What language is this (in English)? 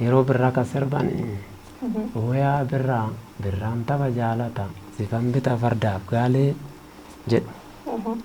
Oromo